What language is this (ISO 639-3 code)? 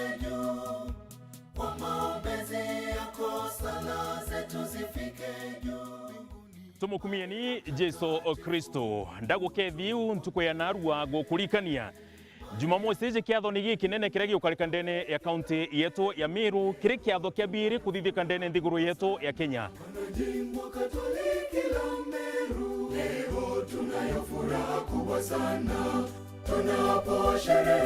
mer